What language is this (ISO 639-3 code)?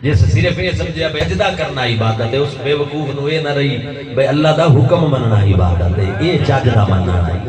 skr